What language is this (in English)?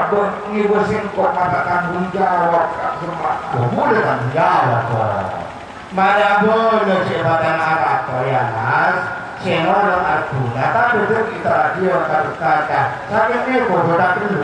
Madurese